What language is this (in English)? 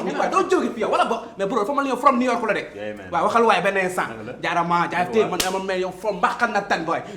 Wolof